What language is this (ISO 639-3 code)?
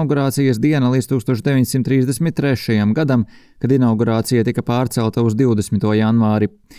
lav